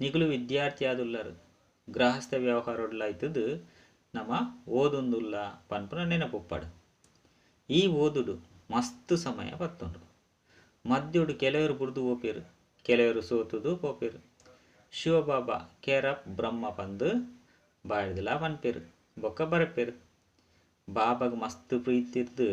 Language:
Tulu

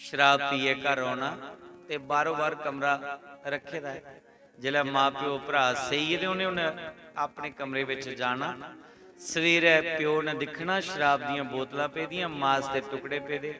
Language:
Dogri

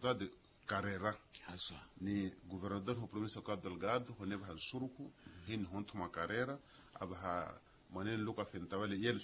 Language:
Makhuwa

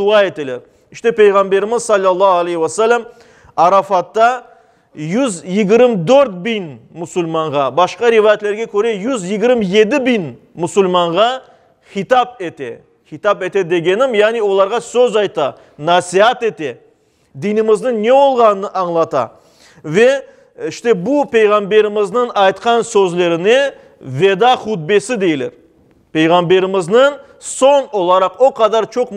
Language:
Crimean Tatar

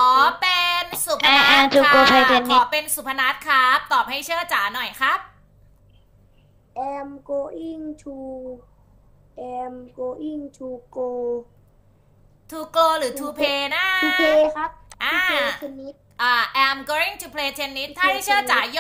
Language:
Thai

